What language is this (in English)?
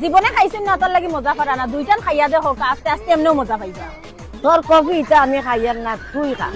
Sylheti